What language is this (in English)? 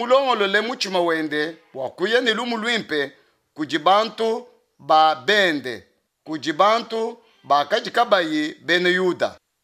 Luba-Lulua